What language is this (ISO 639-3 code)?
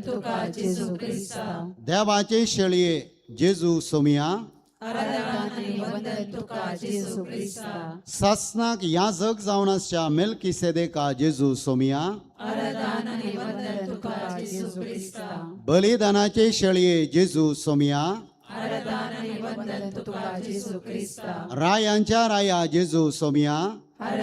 kok